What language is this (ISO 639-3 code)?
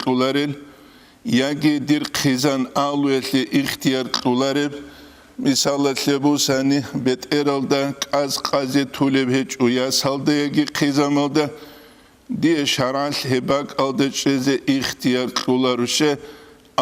ava